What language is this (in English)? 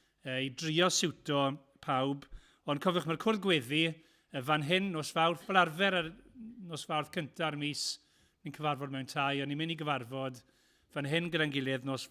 Welsh